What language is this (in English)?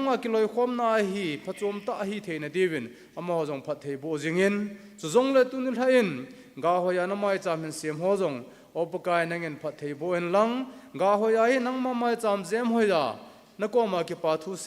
Thado Chin